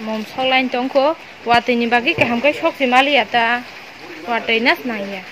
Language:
Kok Borok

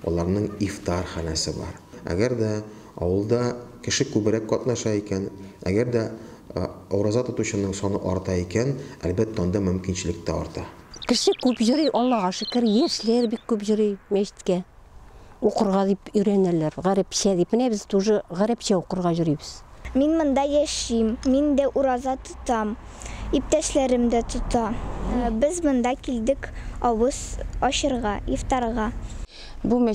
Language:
Tatar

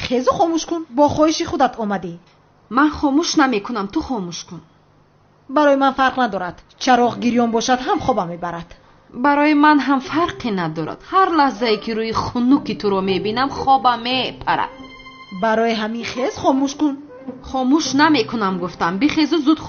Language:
Tajik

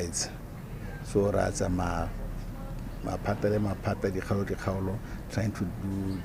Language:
Tswana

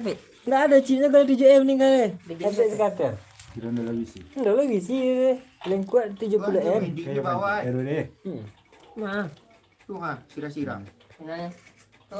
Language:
Minangkabau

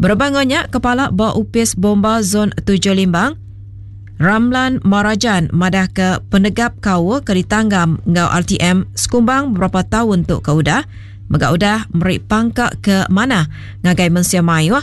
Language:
Iban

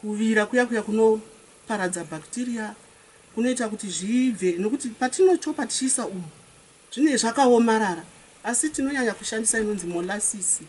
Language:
Shona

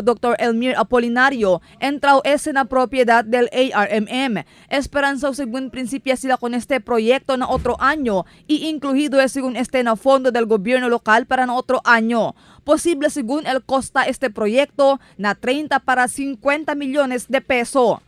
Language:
Chavacano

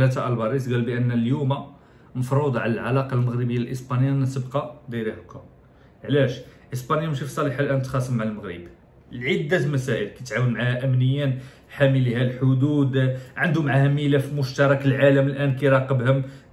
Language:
Moroccan Arabic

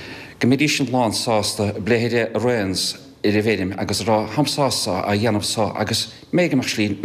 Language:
Irish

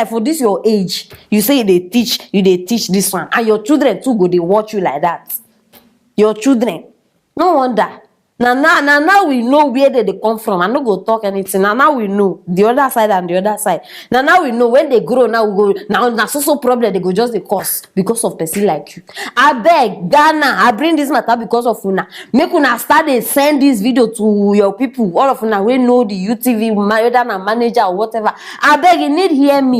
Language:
Nigerian Pidgin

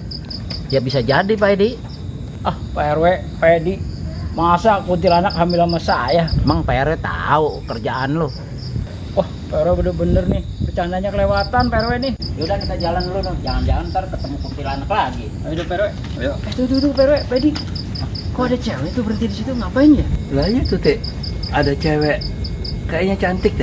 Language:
Betawi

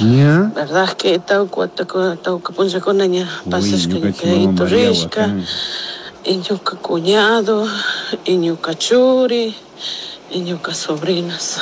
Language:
Chimborazo Highland Quichua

